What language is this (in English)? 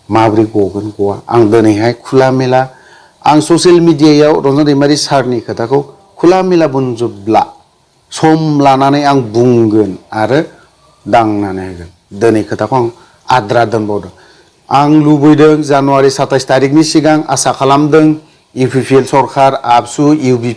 Bodo